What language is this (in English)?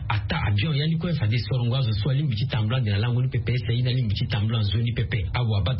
Sango